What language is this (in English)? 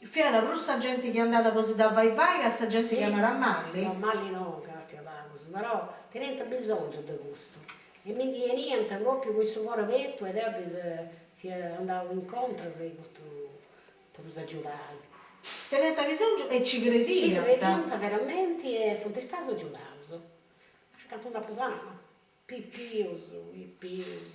Sardinian